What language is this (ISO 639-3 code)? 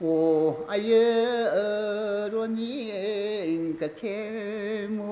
nmf